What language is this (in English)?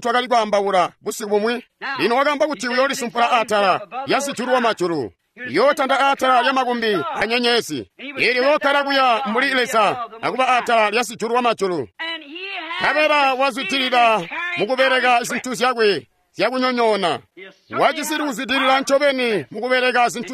Tonga (Zambia)